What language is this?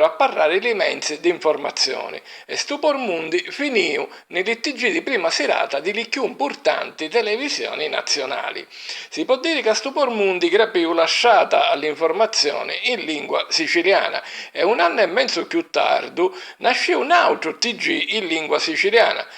Sicilian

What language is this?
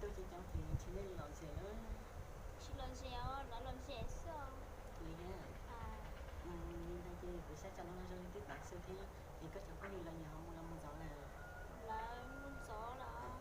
Hmong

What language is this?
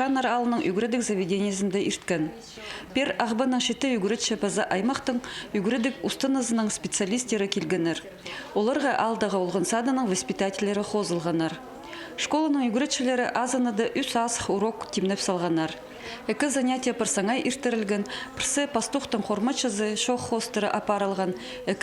Khakas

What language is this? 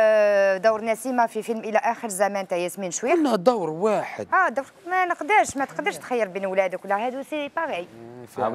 Algerian Arabic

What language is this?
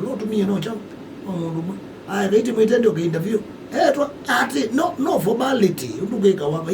Kamba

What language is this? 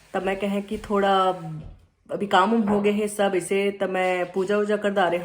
Chhattisgarhi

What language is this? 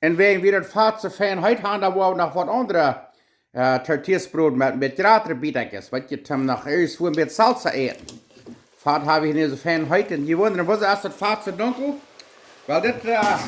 Plautdietsch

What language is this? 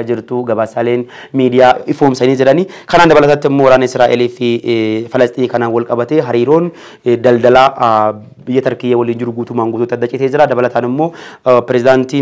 Oromo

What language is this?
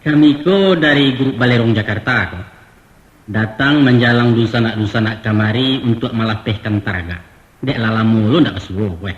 Minangkabau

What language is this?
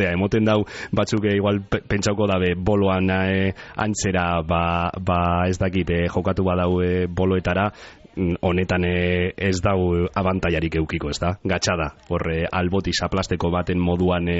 Basque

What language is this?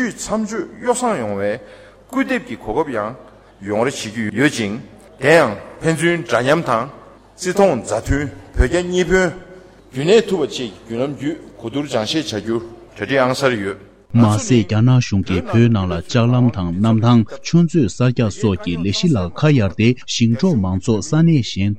Tibetan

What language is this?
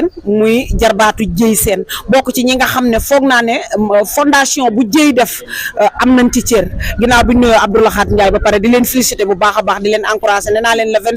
Wolof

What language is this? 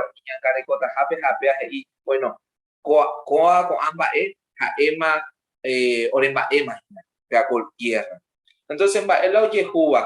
Guarani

